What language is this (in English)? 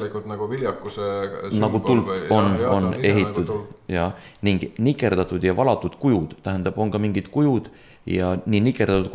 Estonian